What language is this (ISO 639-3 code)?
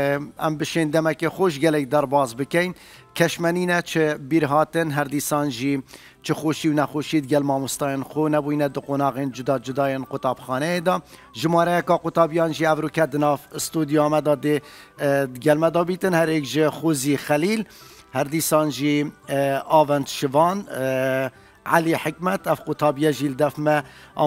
kur